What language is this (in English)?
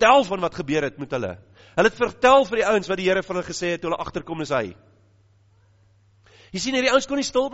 Afrikaans